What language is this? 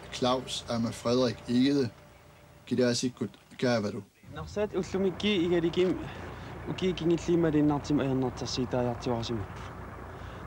Kalaallisut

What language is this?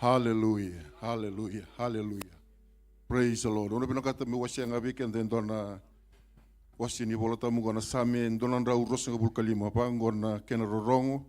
Fijian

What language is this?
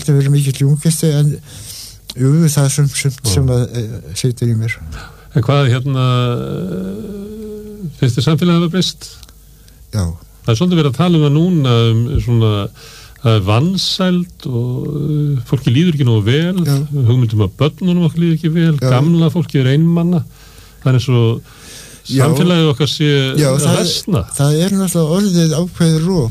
Icelandic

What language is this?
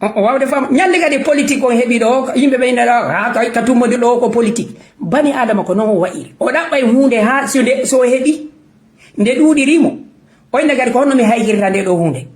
Fula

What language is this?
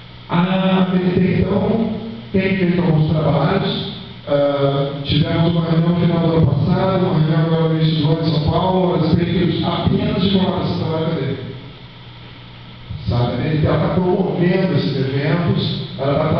Portuguese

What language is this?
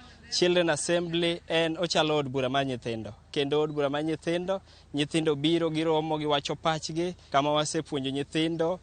Luo (Kenya and Tanzania)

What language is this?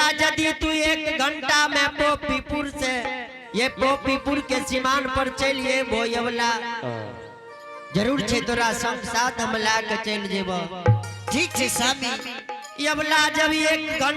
Angika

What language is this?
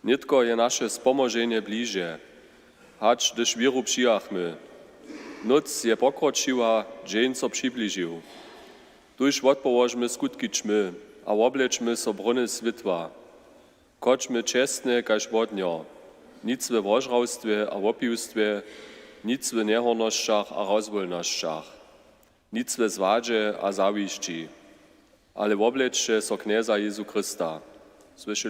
Upper Sorbian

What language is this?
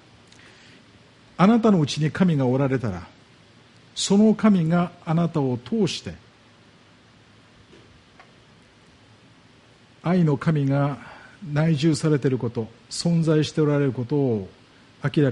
Japanese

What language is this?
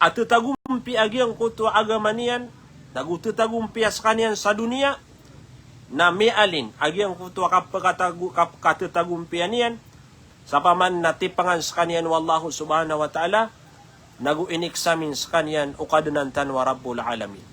Maranao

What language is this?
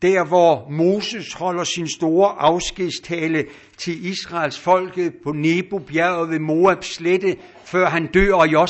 Danish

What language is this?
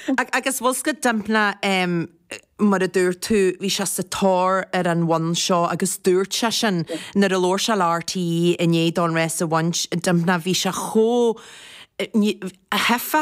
Irish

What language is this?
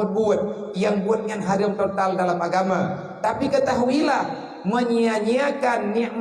Achinese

